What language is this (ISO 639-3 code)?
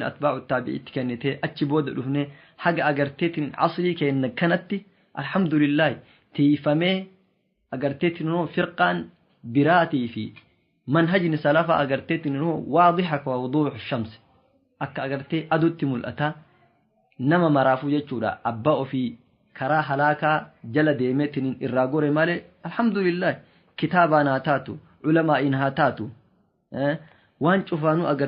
orm